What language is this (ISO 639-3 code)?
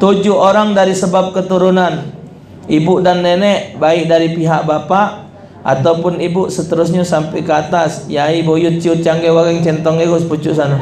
mui